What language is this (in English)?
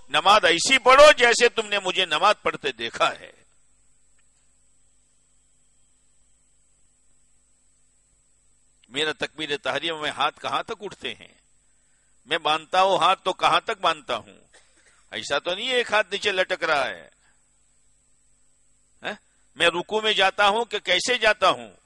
Urdu